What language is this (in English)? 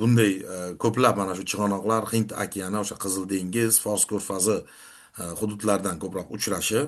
Uzbek